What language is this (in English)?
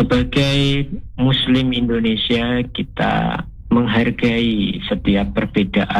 Indonesian